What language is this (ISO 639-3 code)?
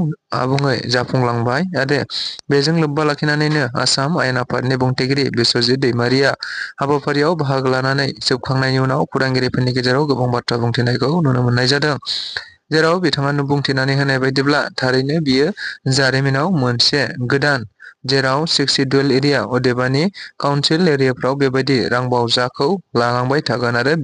brx